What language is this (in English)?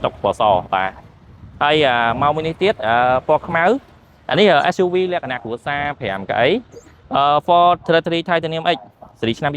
Khmer